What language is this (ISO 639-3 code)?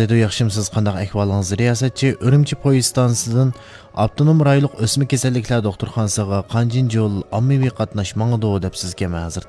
uig